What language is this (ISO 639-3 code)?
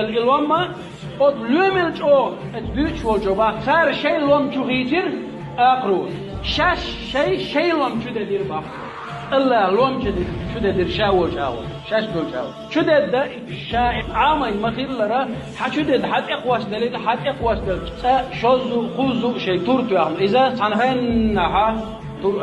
che